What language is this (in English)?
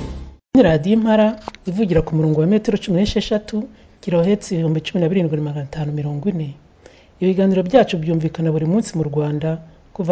Kinyarwanda